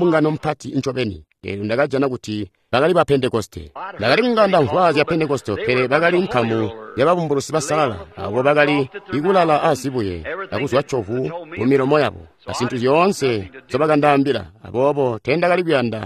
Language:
Tonga (Zambia)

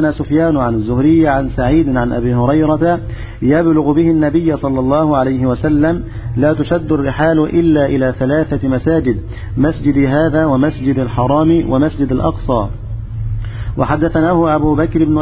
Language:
Arabic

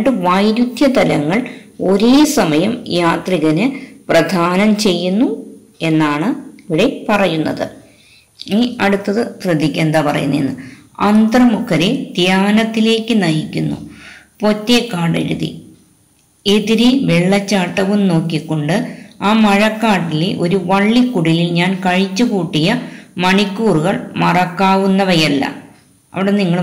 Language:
Malayalam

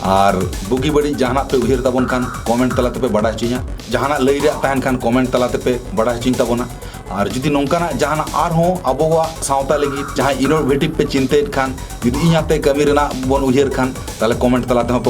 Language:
Santali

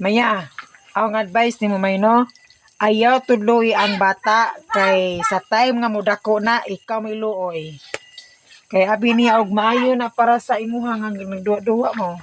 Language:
Cebuano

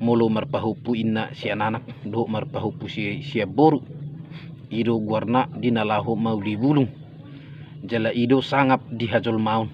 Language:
Batak Toba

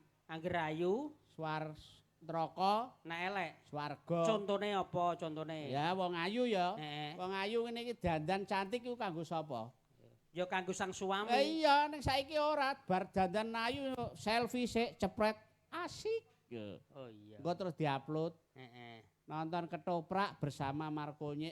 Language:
Javanese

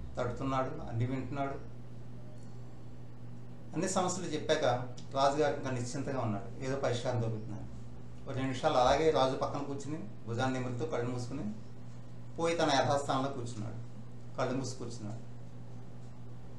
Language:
Telugu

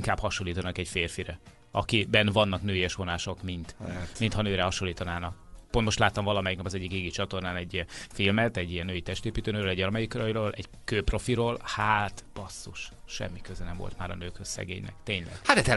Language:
Hungarian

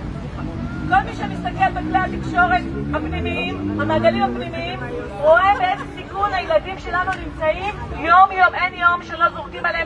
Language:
Hebrew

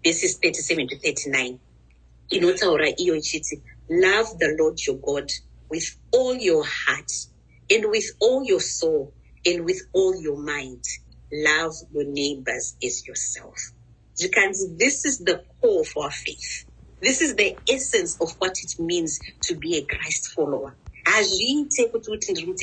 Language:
Shona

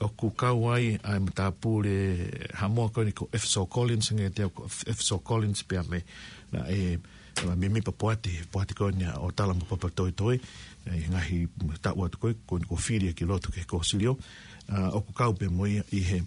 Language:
Tongan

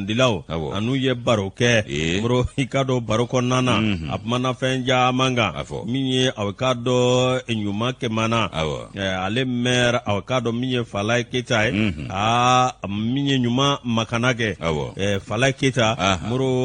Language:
Bambara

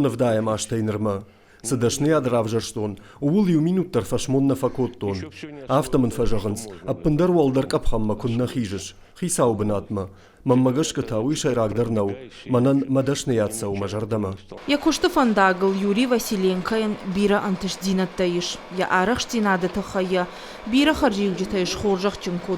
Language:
Ossetic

